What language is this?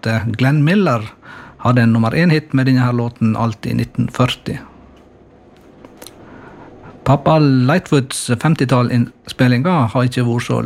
Norwegian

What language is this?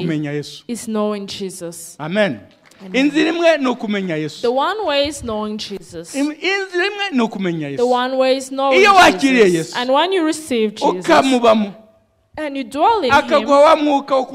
Kinyarwanda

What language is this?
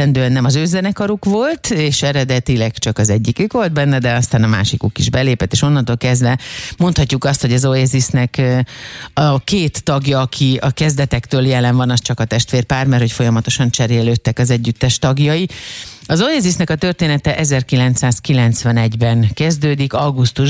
Hungarian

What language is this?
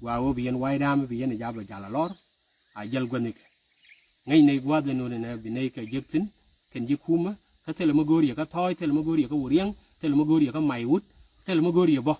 Nuer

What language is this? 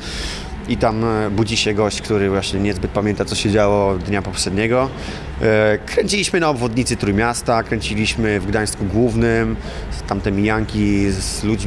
Polish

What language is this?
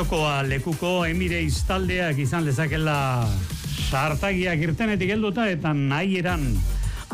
Basque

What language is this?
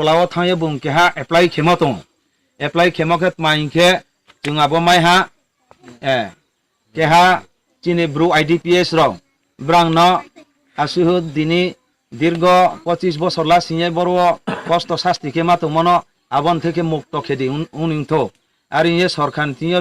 Riang (India)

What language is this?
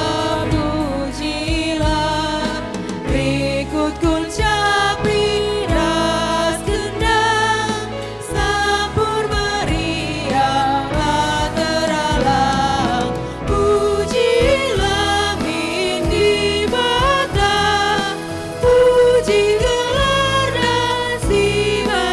Batak Karo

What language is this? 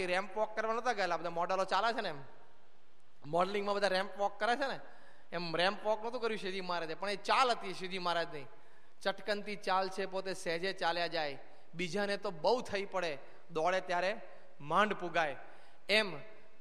Gujarati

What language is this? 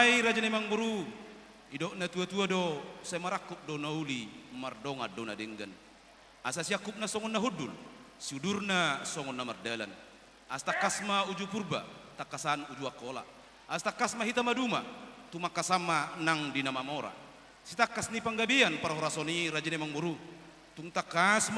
Batak Toba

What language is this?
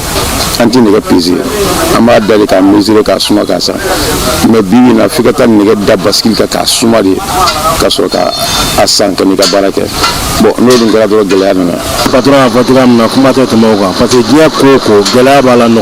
Bambara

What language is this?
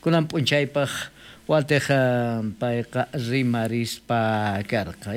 South Bolivian Quechua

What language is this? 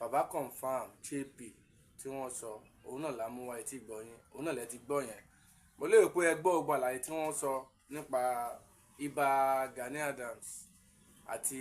Yoruba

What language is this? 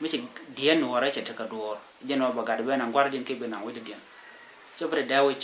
Nuer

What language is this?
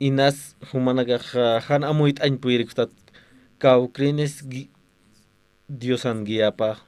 Aymara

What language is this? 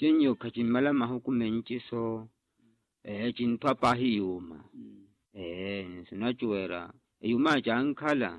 Makhuwa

